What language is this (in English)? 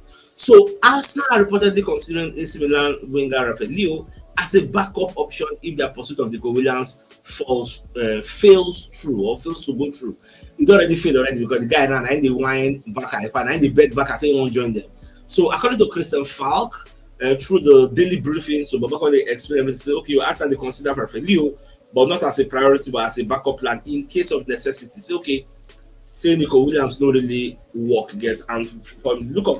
Nigerian Pidgin